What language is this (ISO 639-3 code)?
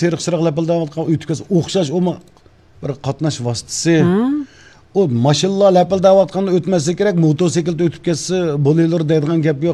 uig